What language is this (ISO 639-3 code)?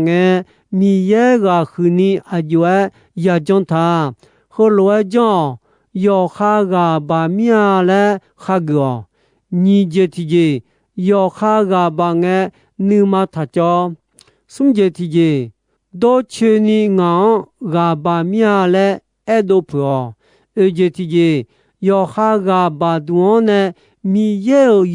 ahk